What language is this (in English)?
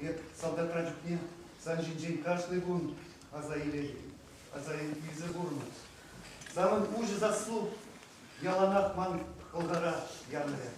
Chuvash